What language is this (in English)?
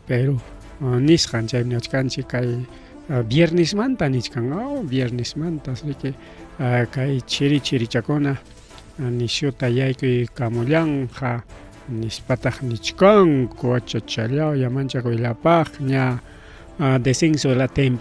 Ayacucho Quechua